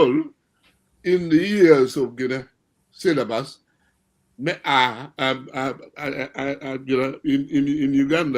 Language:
Acoli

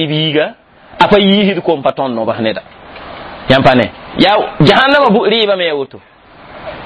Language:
Mossi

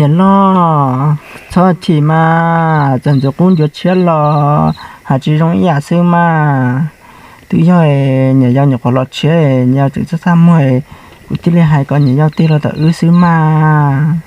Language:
Hmong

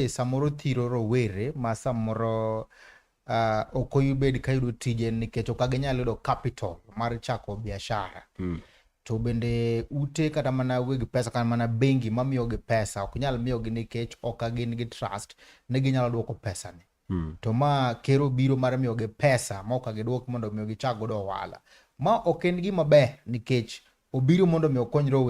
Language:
Luo (Kenya and Tanzania)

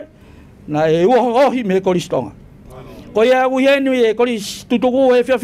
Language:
Tongan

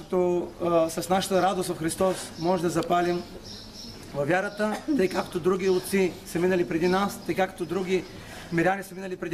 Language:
Bulgarian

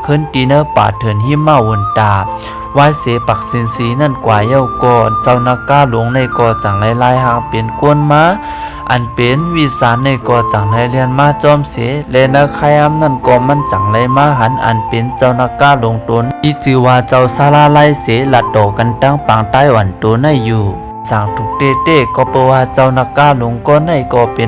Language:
Shan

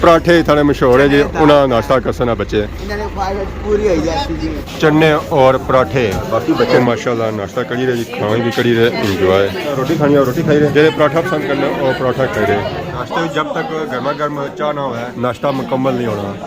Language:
Pahari-Potwari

